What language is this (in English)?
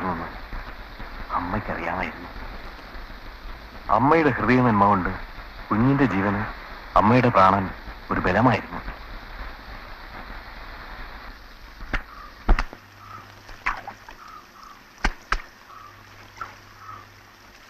Malayalam